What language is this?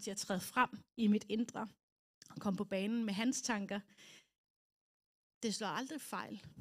Danish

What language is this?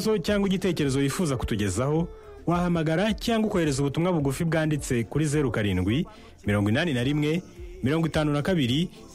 Kinyarwanda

